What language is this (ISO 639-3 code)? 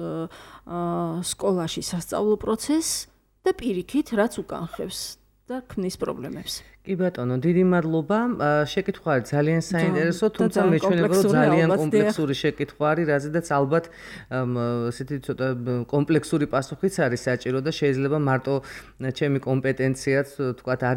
kat